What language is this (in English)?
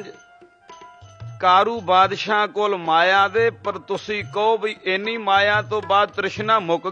Punjabi